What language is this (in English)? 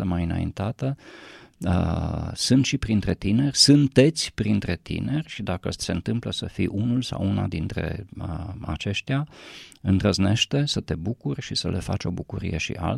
Romanian